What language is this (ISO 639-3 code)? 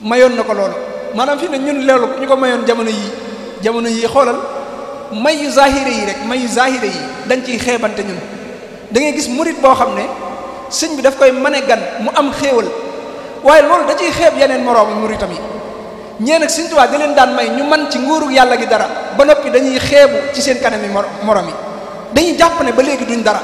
wol